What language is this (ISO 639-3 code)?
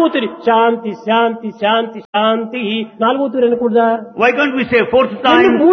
tel